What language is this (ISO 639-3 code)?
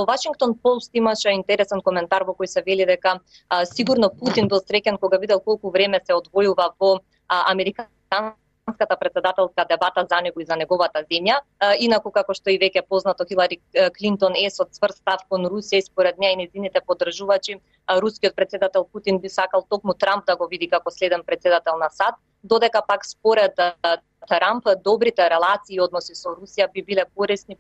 mkd